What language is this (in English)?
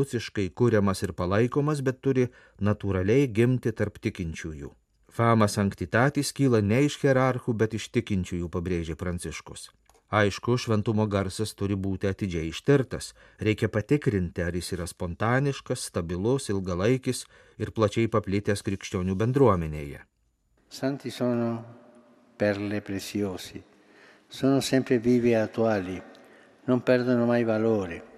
Lithuanian